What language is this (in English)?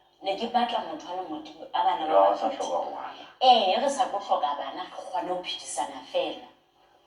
Southern Sotho